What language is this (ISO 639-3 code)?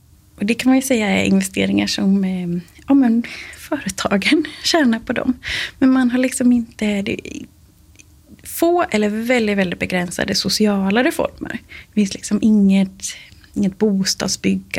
swe